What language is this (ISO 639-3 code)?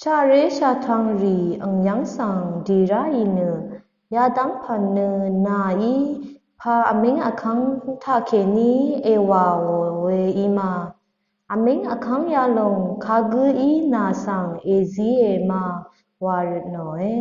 raw